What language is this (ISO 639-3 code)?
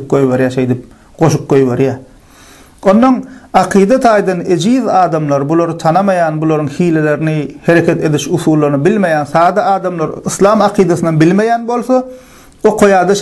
tuk